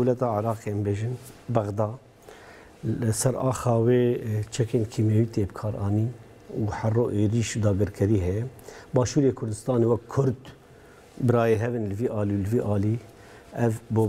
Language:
Kurdish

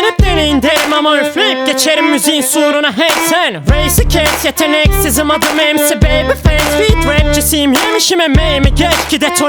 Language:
Turkish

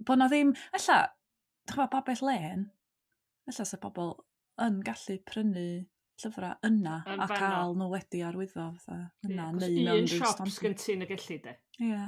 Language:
Welsh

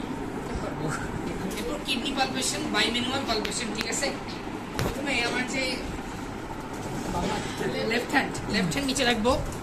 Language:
Bangla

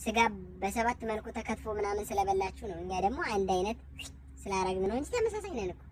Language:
Amharic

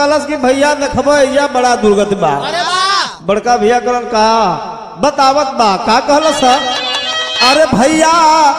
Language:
Bhojpuri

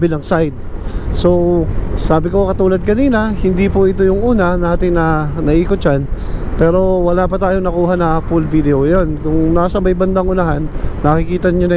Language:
Filipino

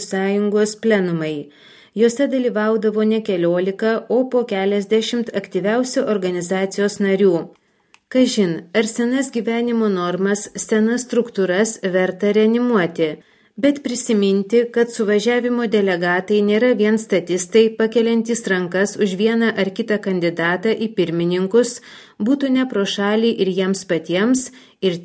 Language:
Lithuanian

